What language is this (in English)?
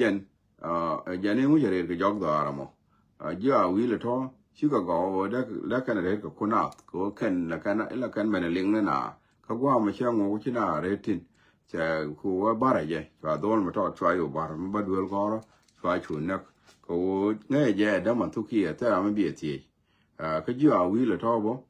Nuer